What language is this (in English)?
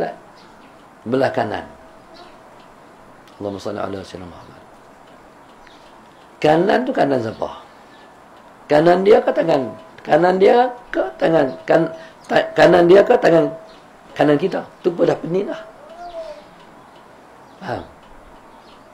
Malay